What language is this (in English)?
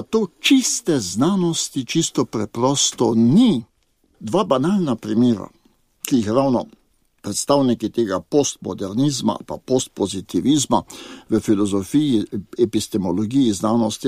Slovenian